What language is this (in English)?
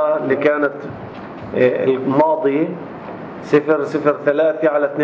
North Levantine Arabic